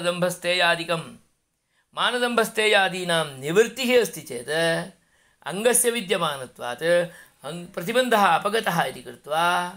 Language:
Sanskrit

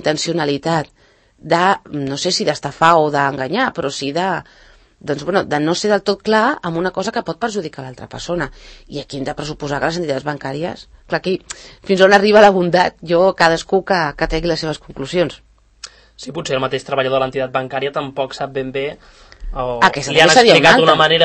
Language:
Catalan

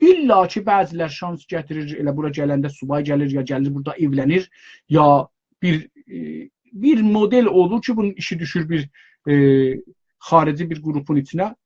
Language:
South Azerbaijani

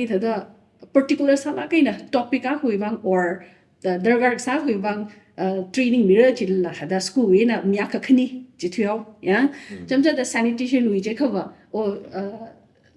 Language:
Tangkhul Naga (India)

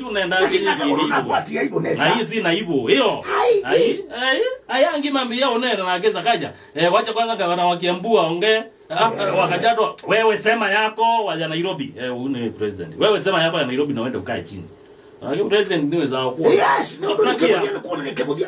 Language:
Kamba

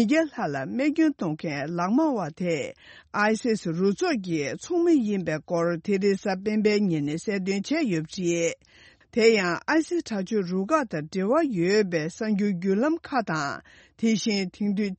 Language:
Tibetan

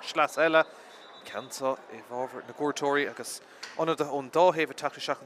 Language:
Irish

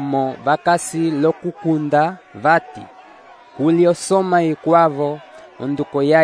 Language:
Umbundu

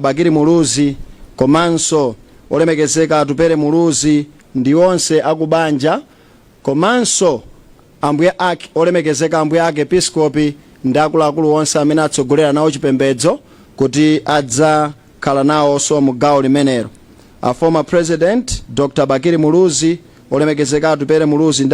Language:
Nyanja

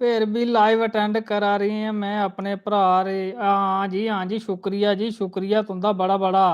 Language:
Dogri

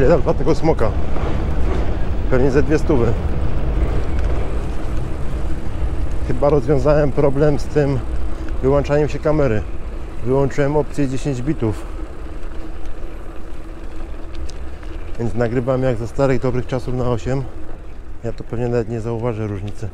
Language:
Polish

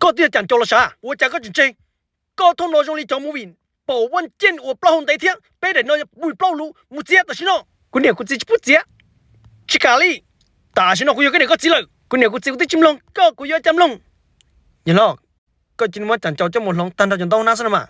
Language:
Hmong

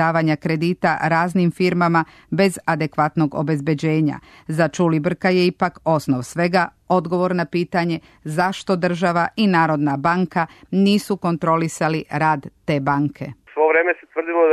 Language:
Serbian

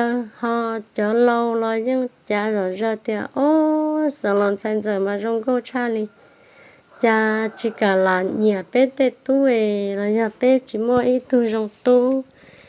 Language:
Hmong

